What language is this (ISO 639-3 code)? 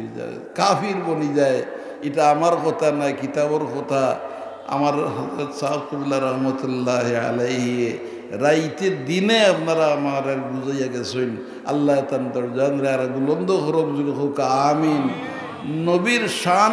syl